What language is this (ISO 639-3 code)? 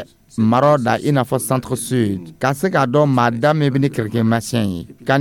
dyu